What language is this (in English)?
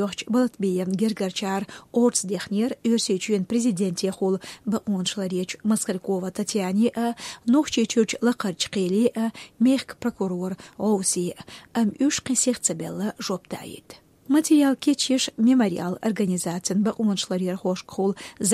Chechen